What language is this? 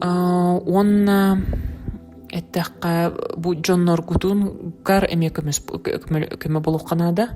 Yakut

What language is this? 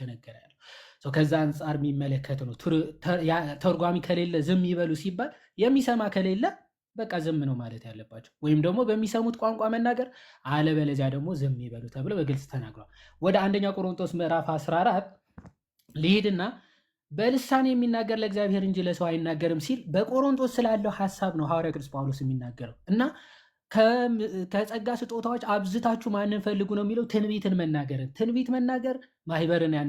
Amharic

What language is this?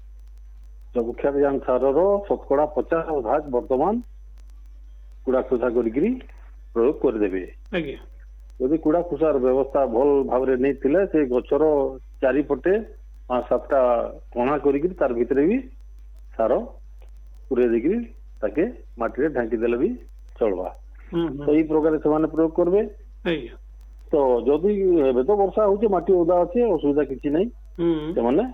Odia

